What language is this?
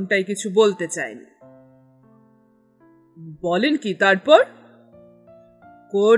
Bangla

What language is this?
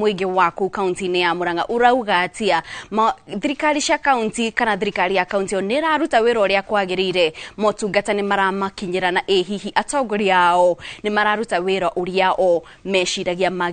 Kikuyu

